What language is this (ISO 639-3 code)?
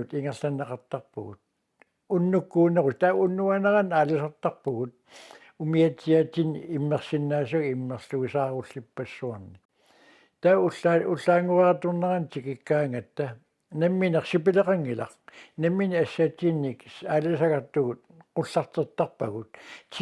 kal